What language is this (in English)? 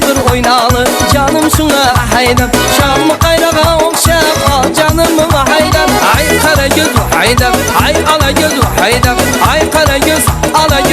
Kara-Kalpak